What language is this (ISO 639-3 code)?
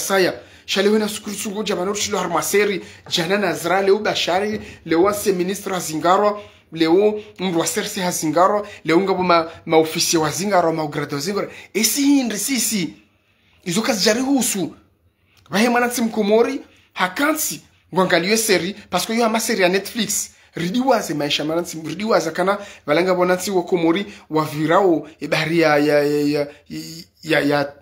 zdj